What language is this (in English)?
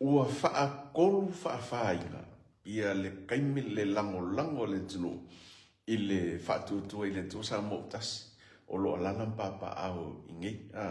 Samoan